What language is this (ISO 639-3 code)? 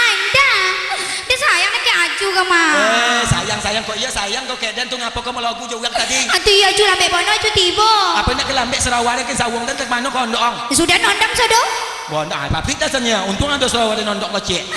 min